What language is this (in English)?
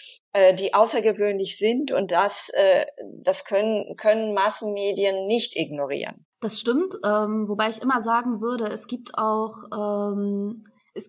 German